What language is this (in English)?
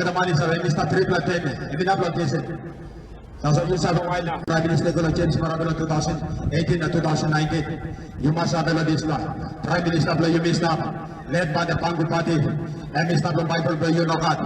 Tok Pisin